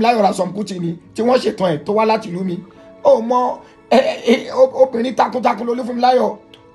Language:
Yoruba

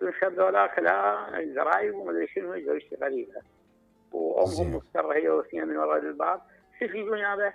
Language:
Mesopotamian Arabic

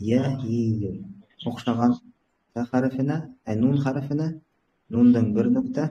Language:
Bashkir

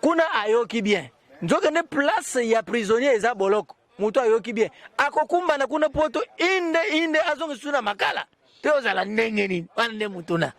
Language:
Lingala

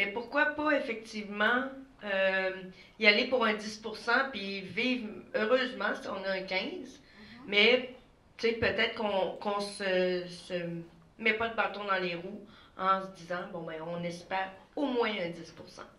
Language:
French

